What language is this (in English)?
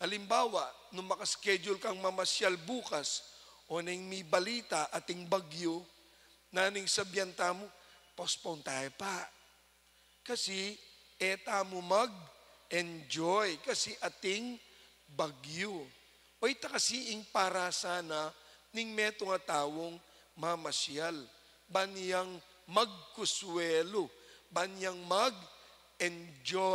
Pampanga